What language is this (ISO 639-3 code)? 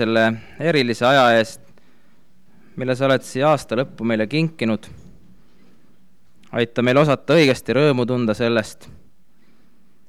est